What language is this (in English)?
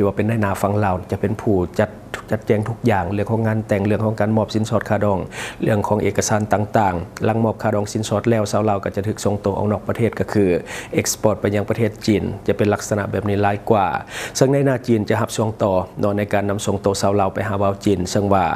Lao